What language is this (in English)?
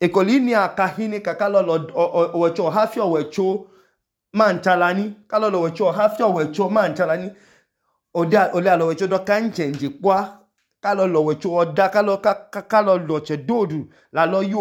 Idoma